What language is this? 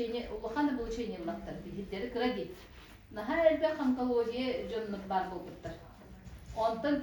Yakut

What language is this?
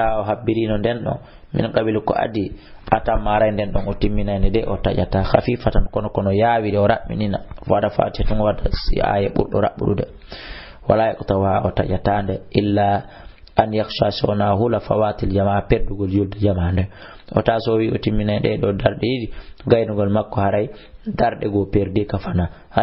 Fula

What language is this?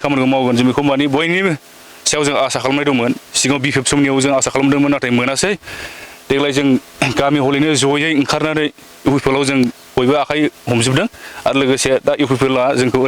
Bodo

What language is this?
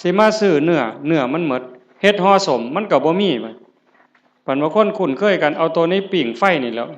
Northeastern Thai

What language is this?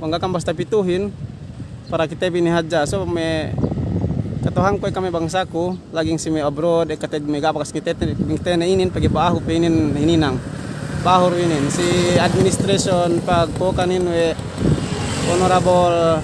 Yakan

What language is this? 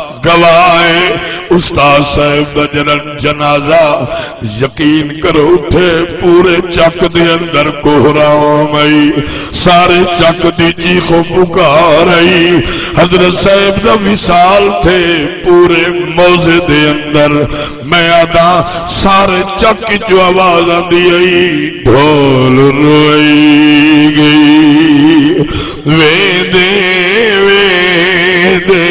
Saraiki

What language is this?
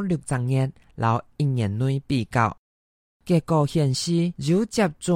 Hakka Chinese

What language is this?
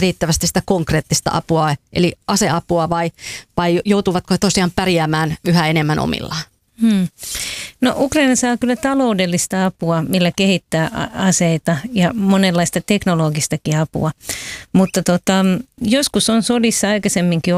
Finnish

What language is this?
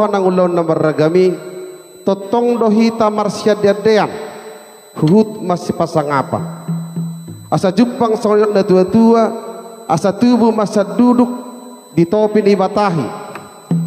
Batak Toba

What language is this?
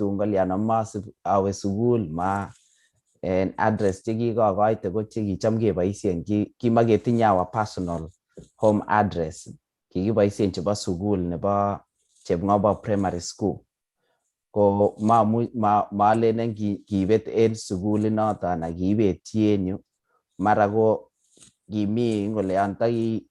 Kalenjin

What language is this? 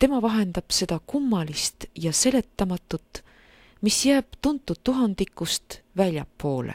Estonian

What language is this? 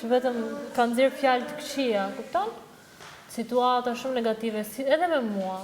Albanian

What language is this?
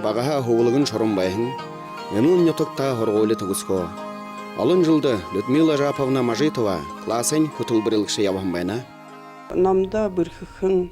Buriat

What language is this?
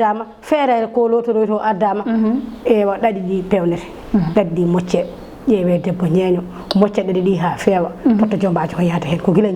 Fula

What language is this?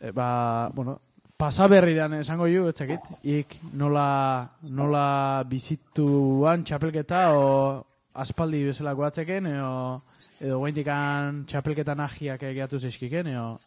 Basque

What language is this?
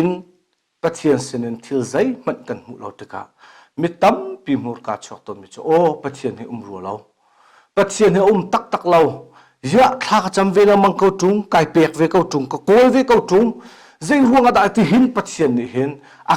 Hakha Chin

